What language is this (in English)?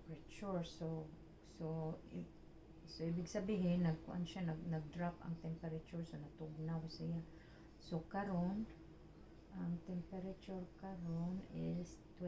Cebuano